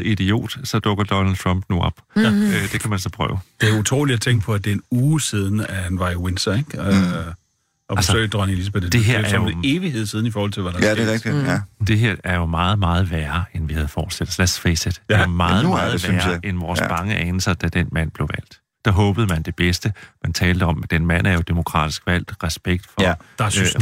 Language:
Danish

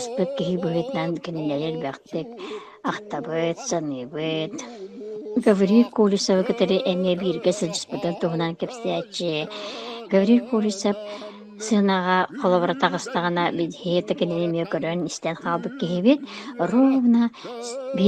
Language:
Yakut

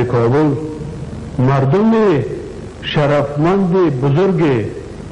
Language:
Tajik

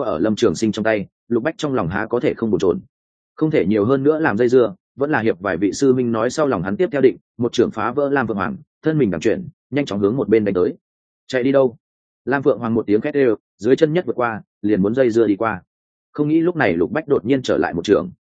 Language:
Vietnamese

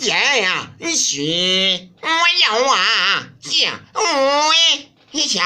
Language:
Masaaba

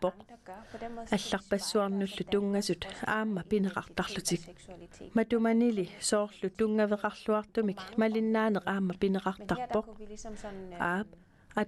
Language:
Kalaallisut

